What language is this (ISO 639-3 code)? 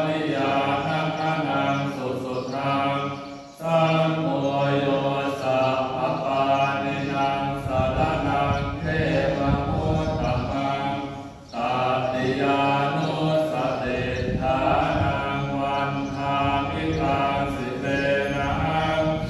pli